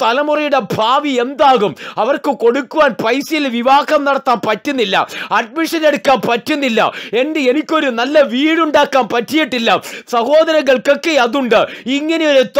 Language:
Malayalam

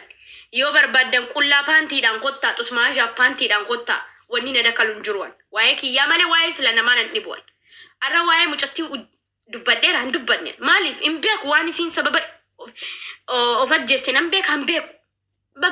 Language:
Oromo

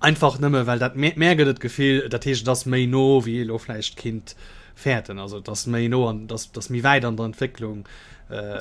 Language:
Luxembourgish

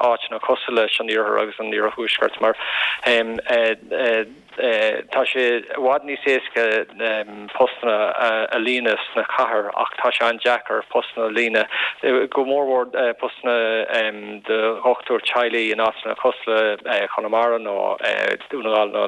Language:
Irish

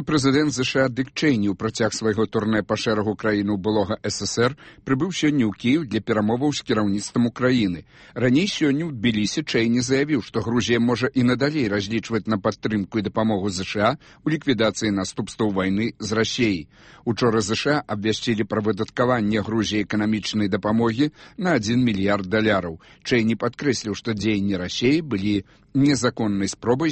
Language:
Belarusian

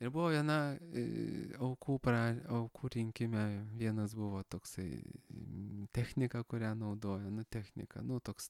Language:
Lithuanian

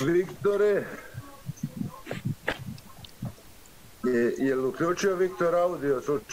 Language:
Serbian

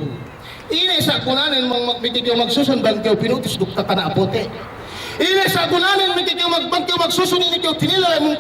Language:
Yakan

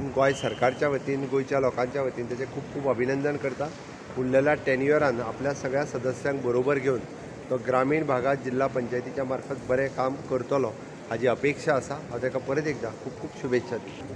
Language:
Konkani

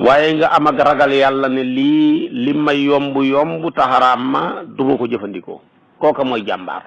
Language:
Wolof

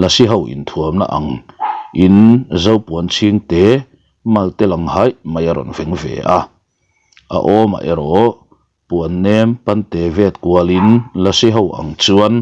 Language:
Mizo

